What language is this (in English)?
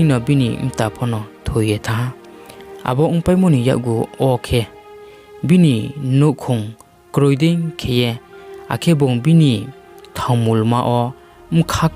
Riang (India)